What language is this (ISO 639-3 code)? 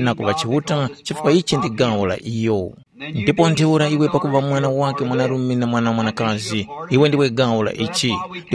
tum